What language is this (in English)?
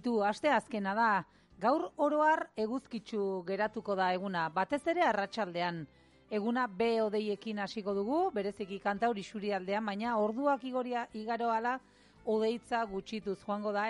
Basque